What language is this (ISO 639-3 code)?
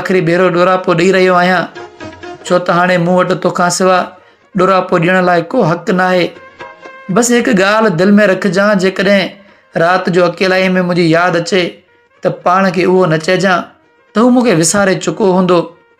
snd